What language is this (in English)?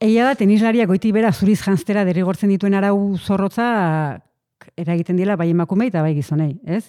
Basque